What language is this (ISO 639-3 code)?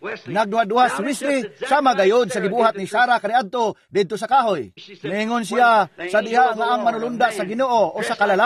ceb